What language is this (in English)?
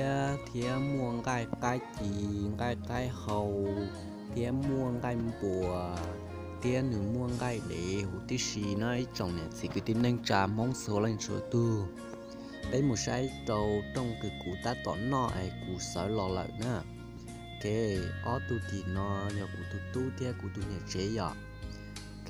Hmong